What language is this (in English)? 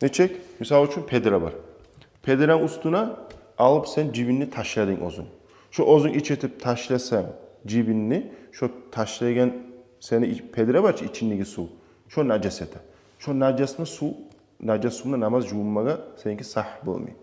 Kumyk